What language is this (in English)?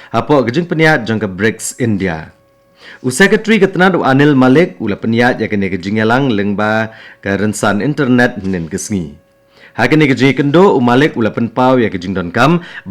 Khasi